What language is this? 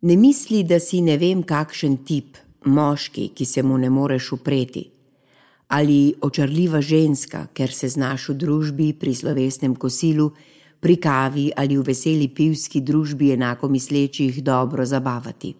Slovenian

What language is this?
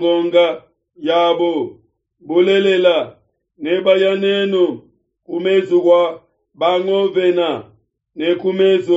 Luba-Lulua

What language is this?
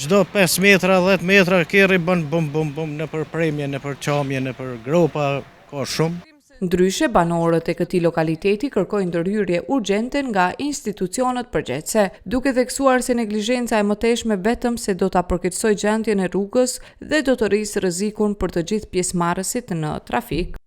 Albanian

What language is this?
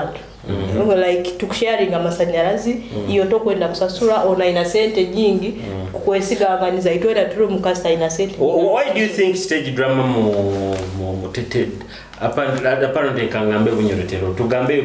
Nyoro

